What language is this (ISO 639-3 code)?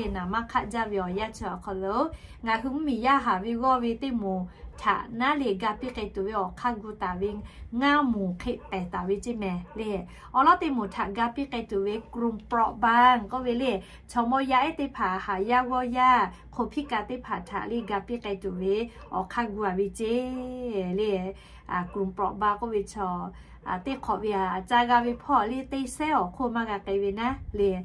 lhu